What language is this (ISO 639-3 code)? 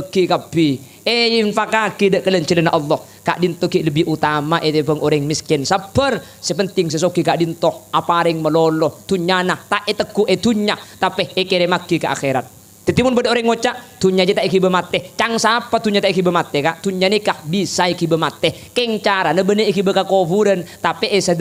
mad